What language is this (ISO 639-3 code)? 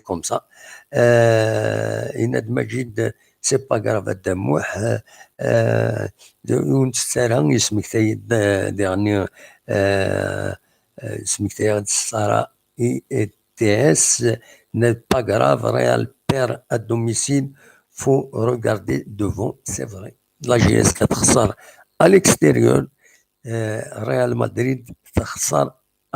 kab